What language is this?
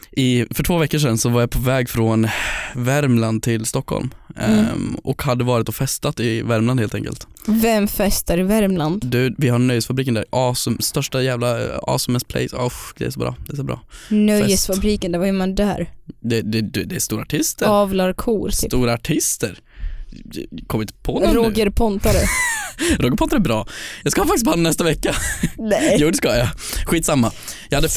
Swedish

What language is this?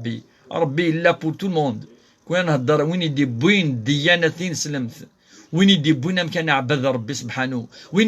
Kabyle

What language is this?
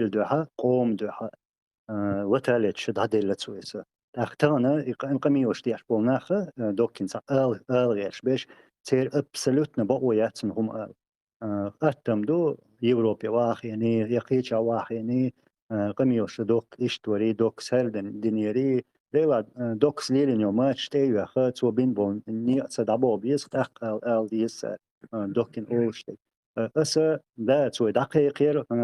Chechen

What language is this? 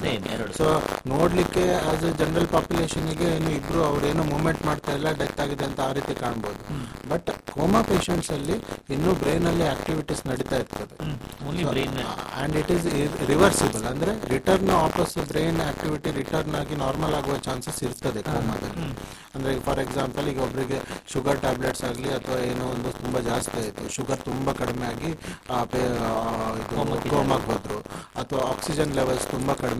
Kannada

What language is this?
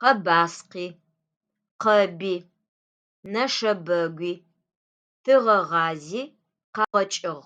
Adyghe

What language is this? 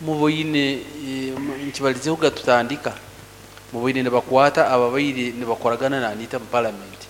Nyoro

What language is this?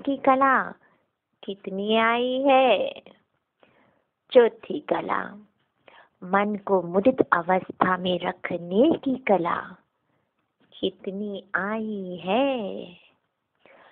Hindi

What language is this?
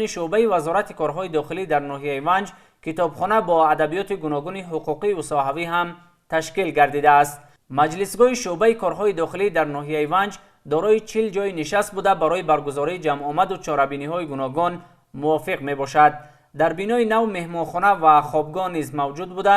Tajik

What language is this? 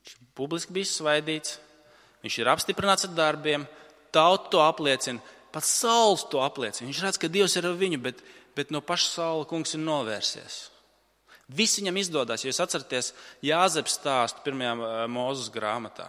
Latvian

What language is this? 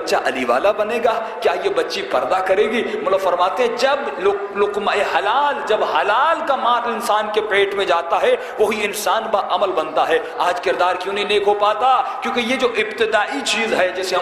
Urdu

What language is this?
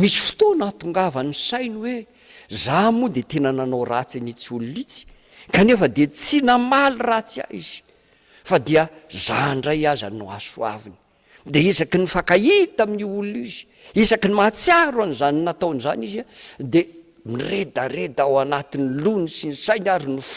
Malagasy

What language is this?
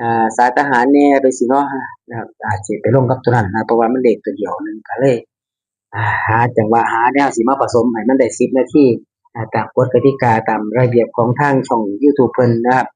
Northeastern Thai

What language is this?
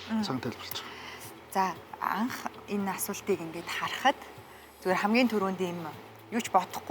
Mongolian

